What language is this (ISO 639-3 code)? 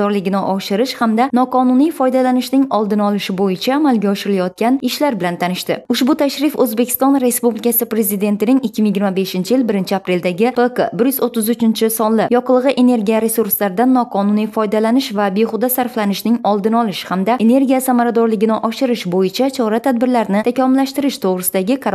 uzb